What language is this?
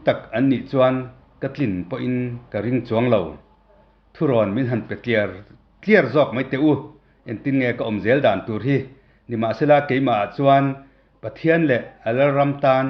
Mizo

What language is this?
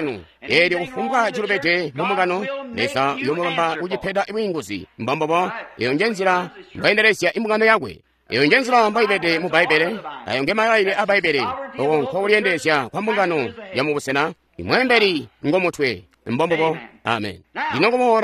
Tonga (Zambia)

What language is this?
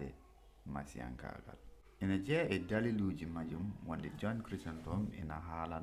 Fula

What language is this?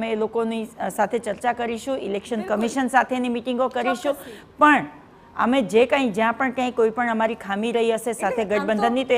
Gujarati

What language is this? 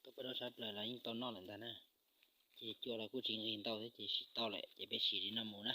Hmong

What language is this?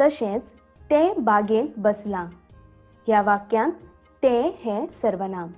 Konkani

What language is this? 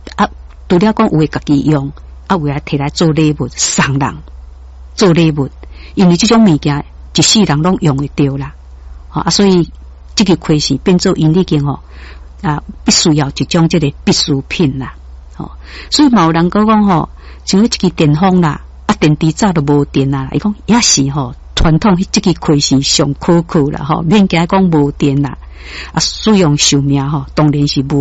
Min Nan Chinese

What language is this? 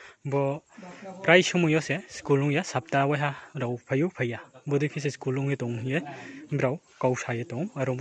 Riang (India)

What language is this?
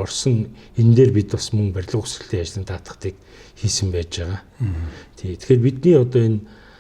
Mongolian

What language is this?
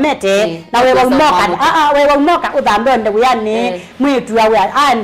Kamba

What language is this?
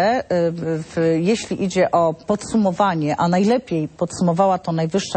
Polish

